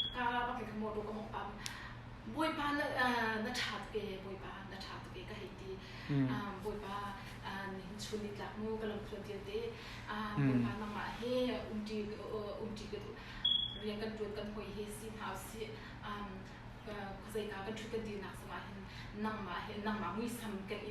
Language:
Hakha Chin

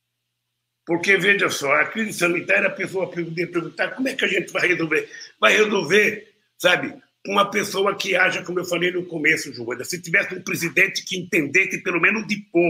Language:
Portuguese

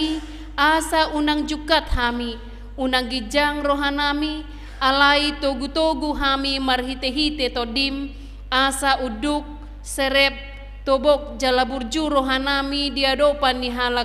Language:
Batak Toba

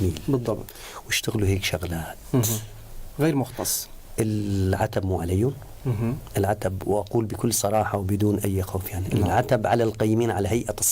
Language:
North Levantine Arabic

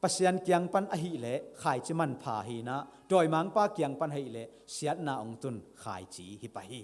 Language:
Tedim Chin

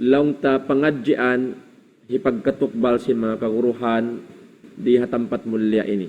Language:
Tausug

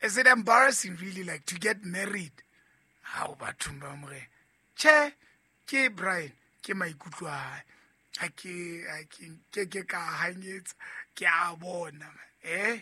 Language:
Southern Sotho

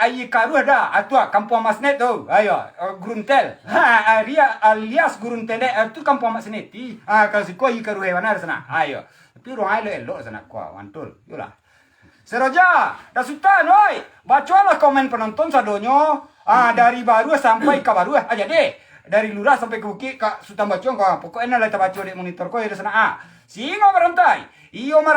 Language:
Minangkabau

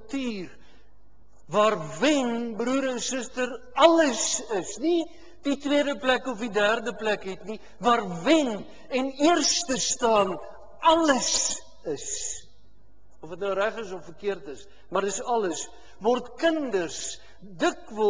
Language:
Afrikaans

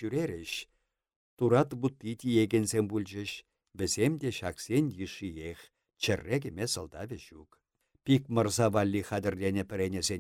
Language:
Chuvash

